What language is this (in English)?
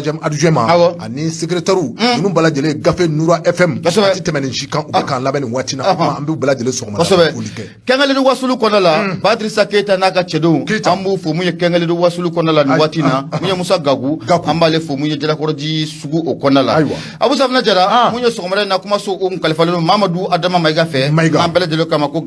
Bambara